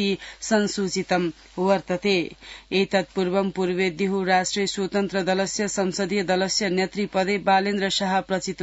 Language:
Sanskrit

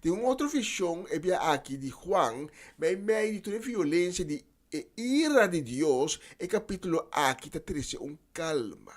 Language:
Papiamento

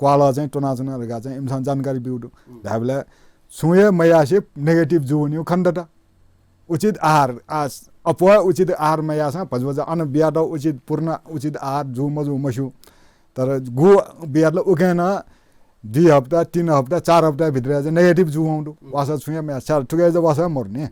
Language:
Newari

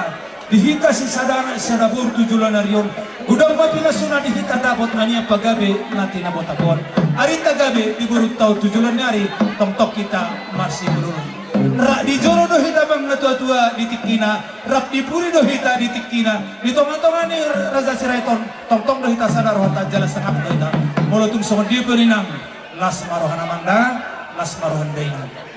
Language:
Batak Toba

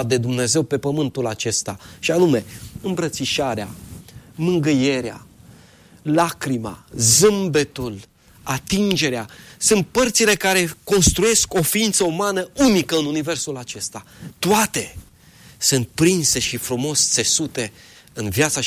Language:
Romanian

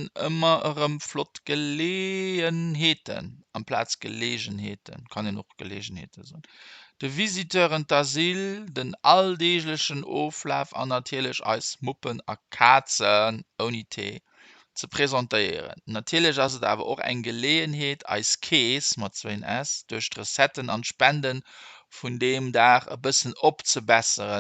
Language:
Luxembourgish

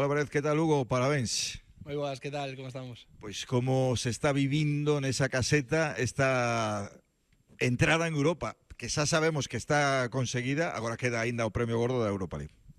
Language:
Galician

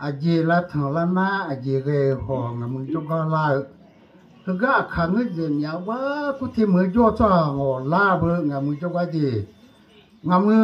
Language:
Akha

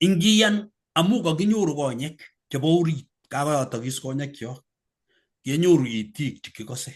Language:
Kalenjin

